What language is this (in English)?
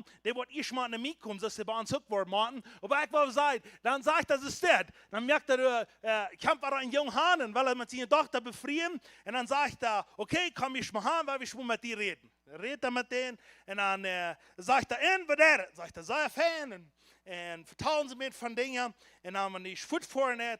Plautdietsch